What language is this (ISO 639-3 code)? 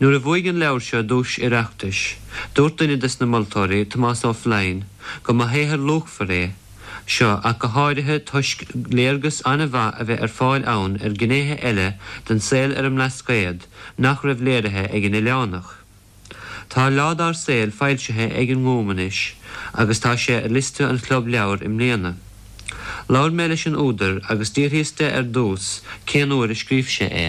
gle